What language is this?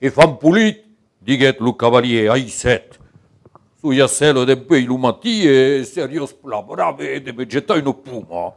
Occitan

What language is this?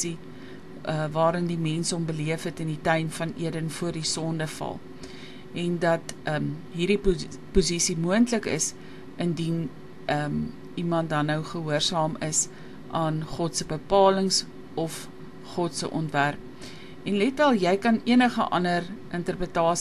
Afrikaans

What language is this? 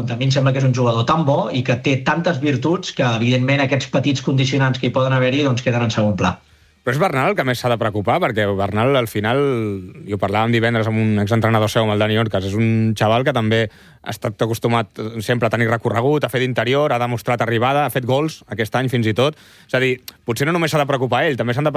Catalan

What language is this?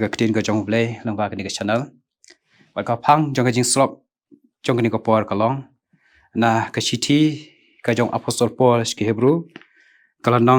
Khasi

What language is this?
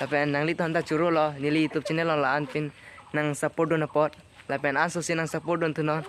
Karbi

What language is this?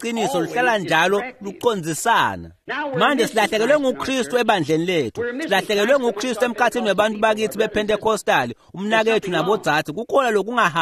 Swati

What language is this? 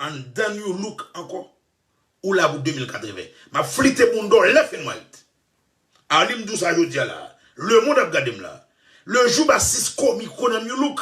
Haitian Creole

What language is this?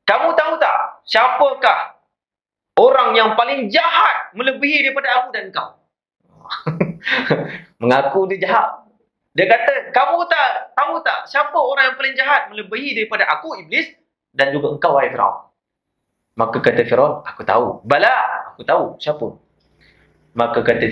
Malay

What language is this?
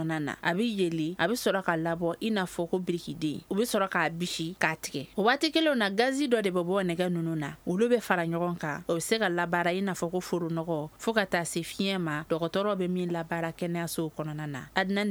Bambara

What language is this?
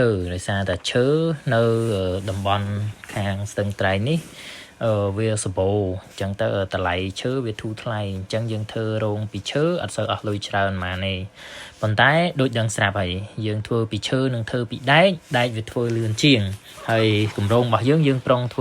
Khmer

